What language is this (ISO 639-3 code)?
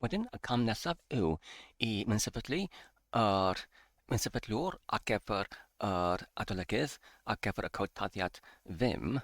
cym